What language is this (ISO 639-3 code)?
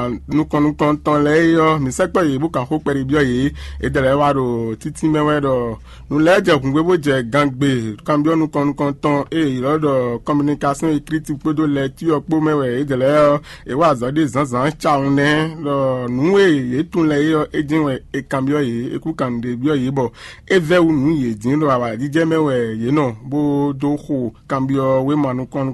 fon